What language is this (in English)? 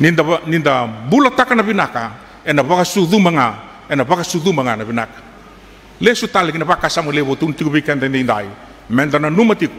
Fijian